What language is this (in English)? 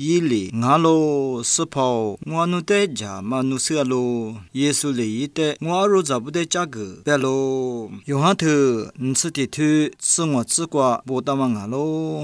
Lisu